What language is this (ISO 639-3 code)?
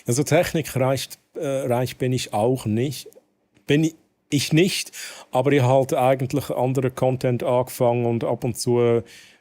gsw